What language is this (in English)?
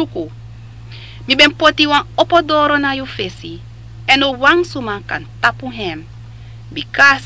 Sranan Tongo